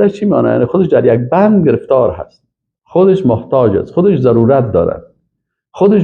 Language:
Persian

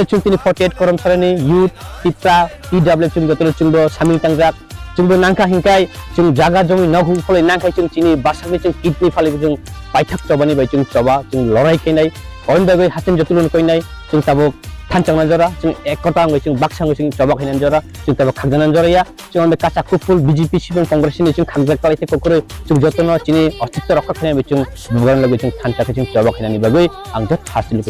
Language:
Kok Borok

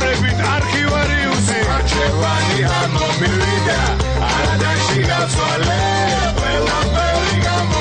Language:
Georgian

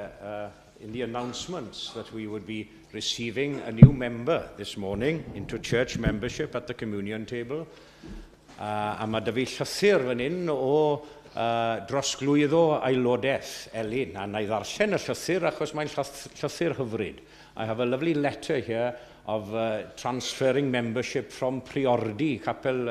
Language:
Welsh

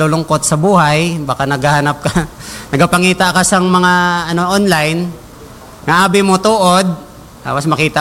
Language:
Hiligaynon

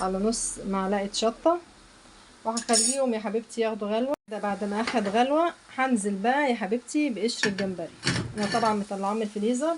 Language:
Egyptian Arabic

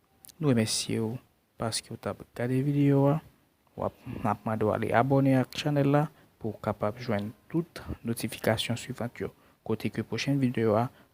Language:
Haitian Creole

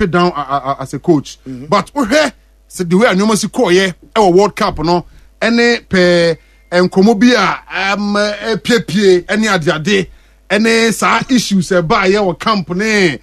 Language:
Akan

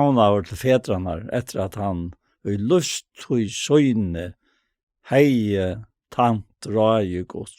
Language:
Faroese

